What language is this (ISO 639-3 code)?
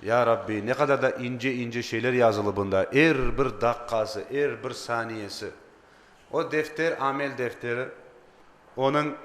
crh